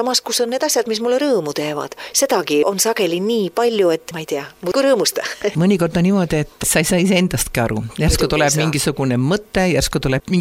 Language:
Estonian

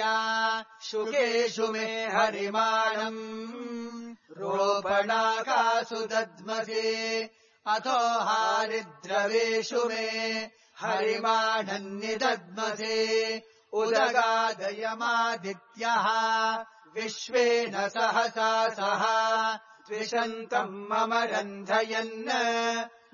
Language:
Sanskrit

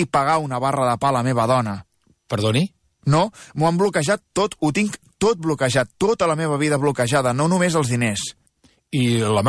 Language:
Catalan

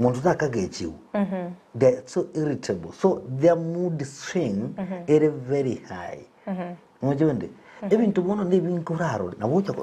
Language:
Gusii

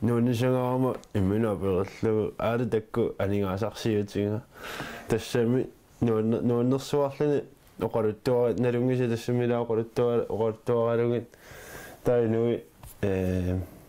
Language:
Kalaallisut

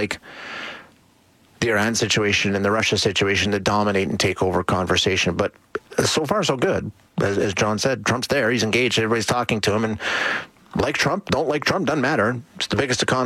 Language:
English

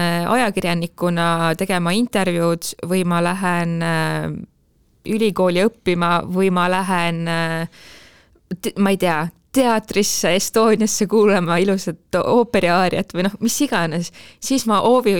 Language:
Estonian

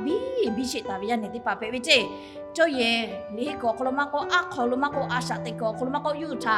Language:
Lahu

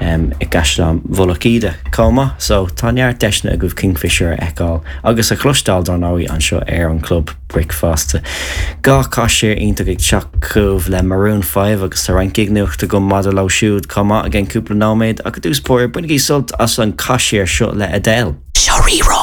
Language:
Irish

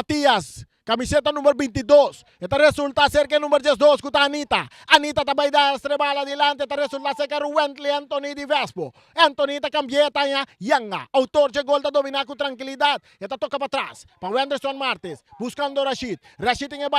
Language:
Papiamento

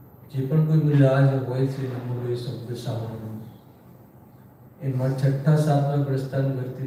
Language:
Gujarati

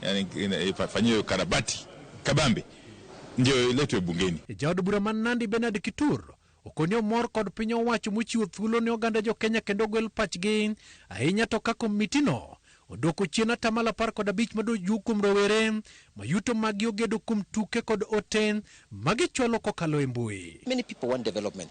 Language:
Luo (Kenya and Tanzania)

